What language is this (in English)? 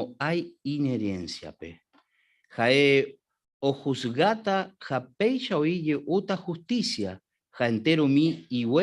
Guarani